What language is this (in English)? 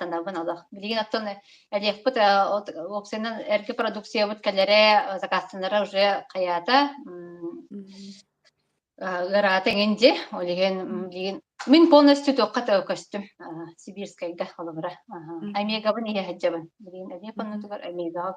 Yakut